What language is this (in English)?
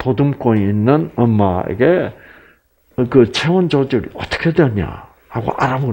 Korean